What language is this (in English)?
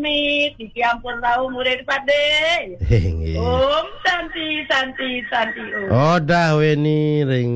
Balinese